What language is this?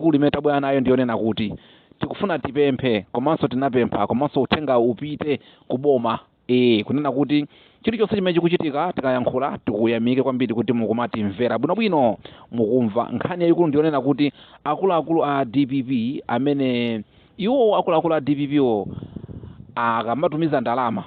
Nyanja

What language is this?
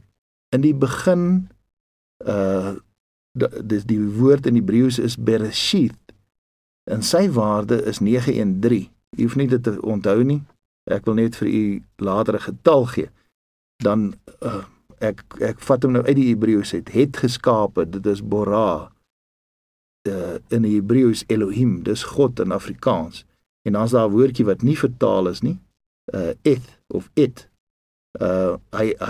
Afrikaans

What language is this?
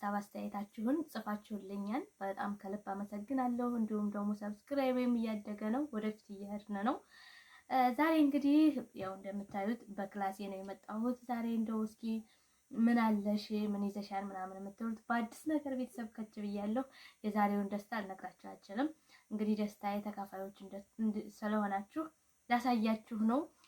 Amharic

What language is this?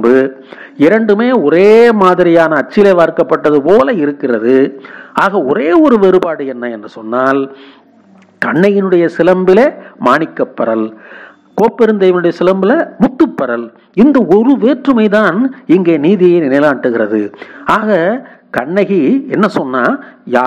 Tamil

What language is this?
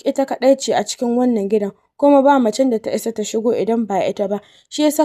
Hausa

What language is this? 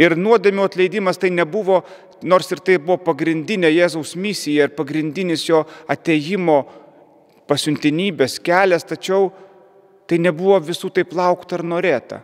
Lithuanian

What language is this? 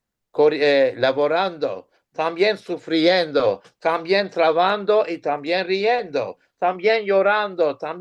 Ladino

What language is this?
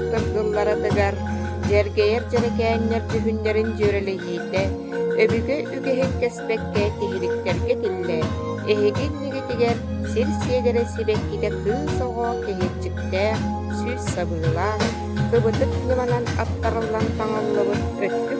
Yakut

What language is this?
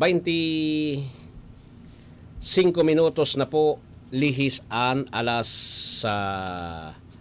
Bikol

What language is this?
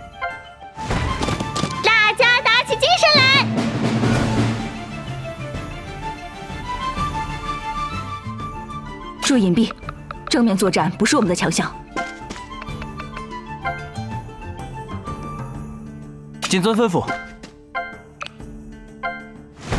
Chinese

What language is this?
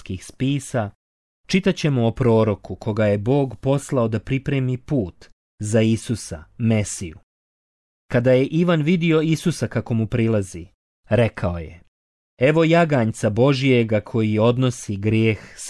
Bosnian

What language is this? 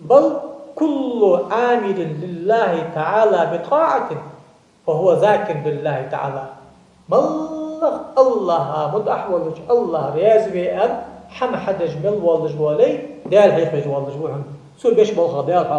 Ingush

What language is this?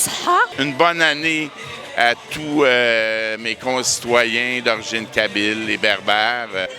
Kabyle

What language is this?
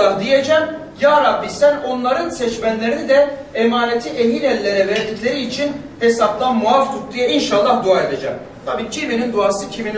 Turkish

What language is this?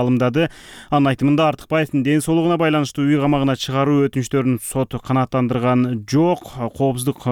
Kyrgyz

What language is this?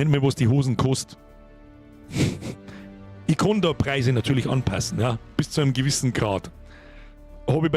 Bavarian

